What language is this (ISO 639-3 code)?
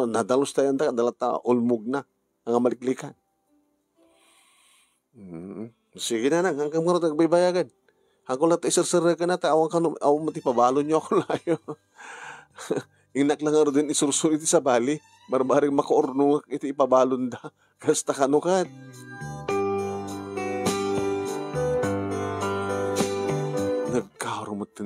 ilo